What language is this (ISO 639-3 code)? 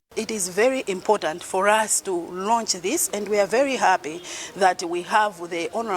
eng